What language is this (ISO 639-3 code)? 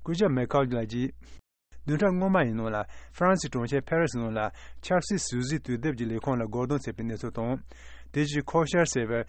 bod